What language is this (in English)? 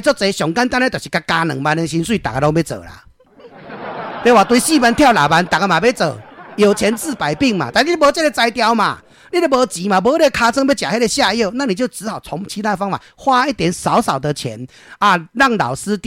Min Nan Chinese